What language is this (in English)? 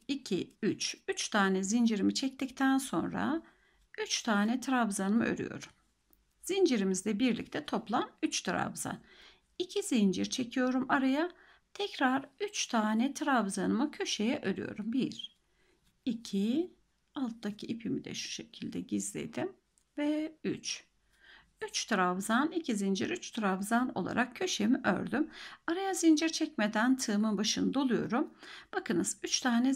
Turkish